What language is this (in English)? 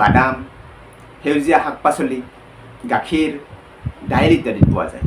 Assamese